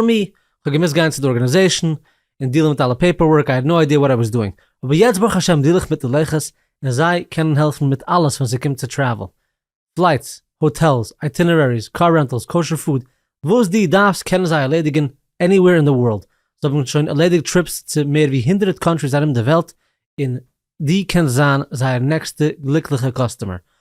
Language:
Yiddish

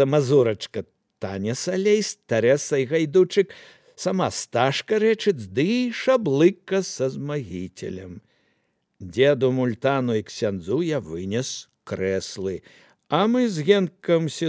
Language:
Belarusian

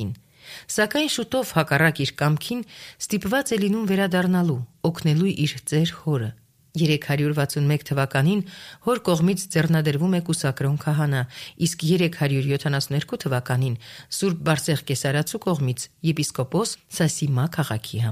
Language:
Armenian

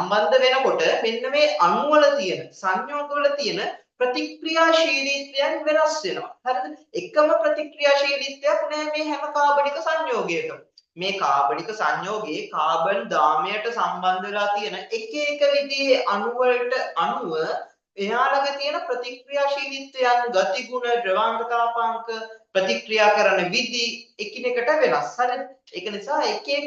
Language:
Sinhala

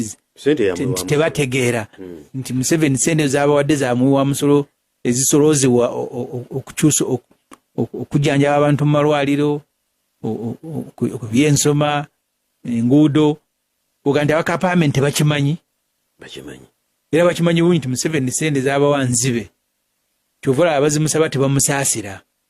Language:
Ganda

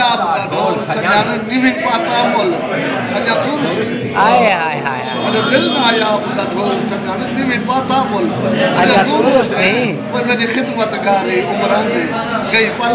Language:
Saraiki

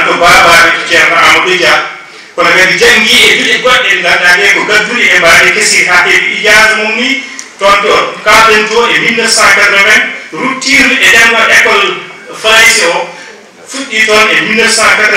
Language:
Fula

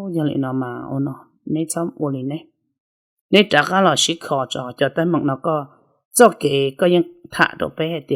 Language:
Hmong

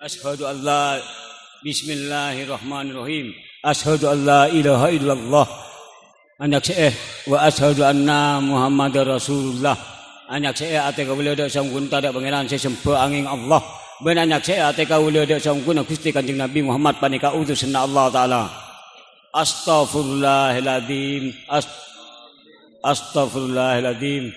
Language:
Madurese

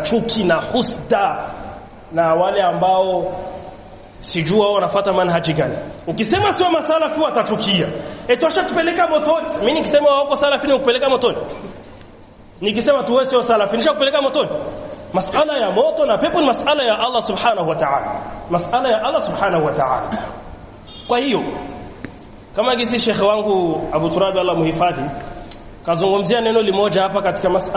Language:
Swahili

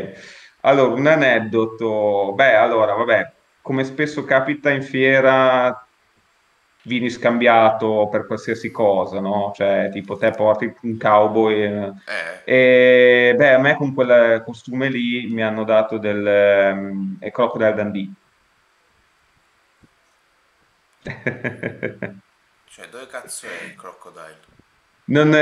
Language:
Italian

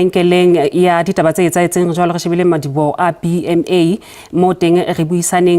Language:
Southern Sotho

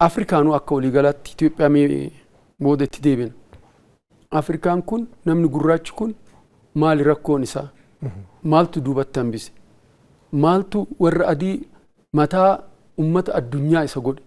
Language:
Oromo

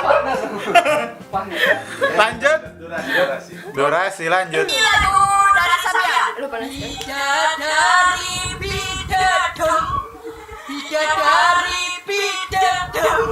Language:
Manado Malay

